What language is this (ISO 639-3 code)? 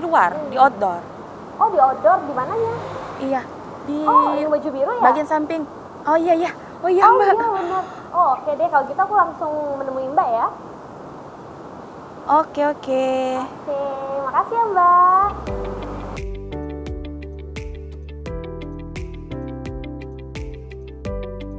ind